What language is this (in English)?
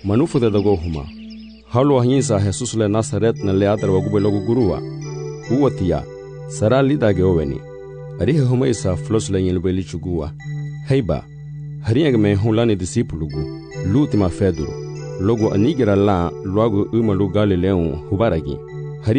Garifuna